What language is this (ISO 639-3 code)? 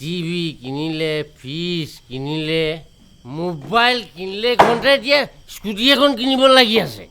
asm